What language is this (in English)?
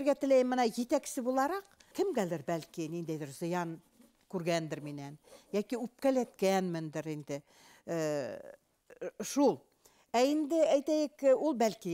Bashkir